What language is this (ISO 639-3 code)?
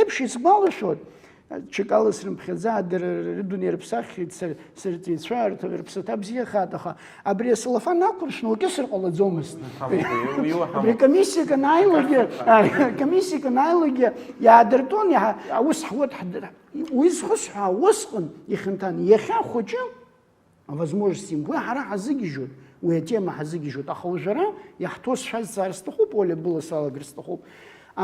abk